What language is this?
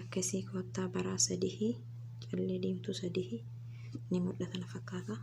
Oromo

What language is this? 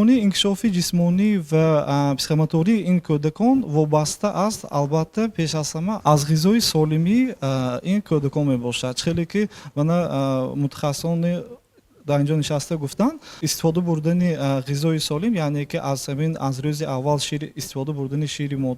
Tajik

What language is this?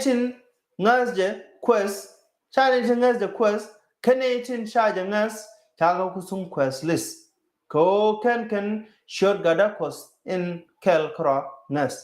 Nuer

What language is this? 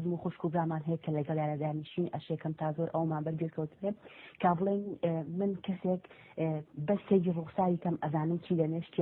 Central Kurdish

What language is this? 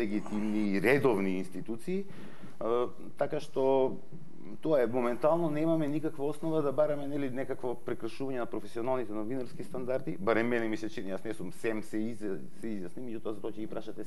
Macedonian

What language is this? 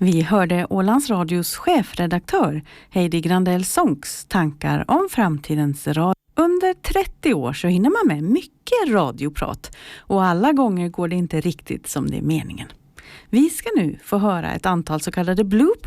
Swedish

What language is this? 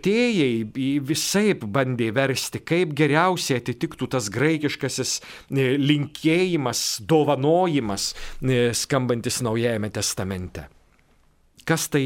Lithuanian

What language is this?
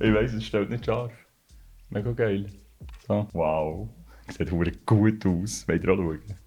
Swiss German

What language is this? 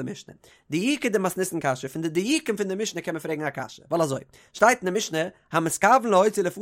Yiddish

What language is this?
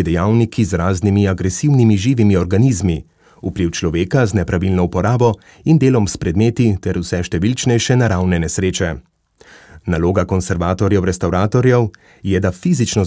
Slovenian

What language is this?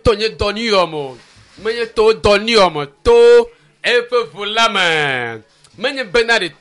Ewe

